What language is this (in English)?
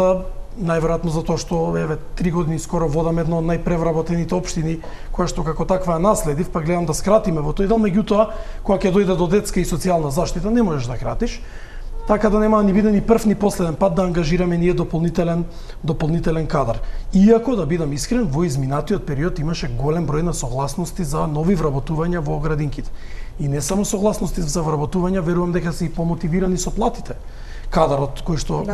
Macedonian